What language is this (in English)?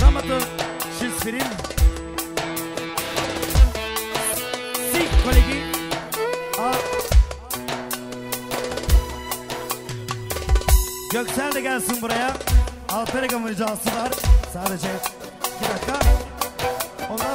Turkish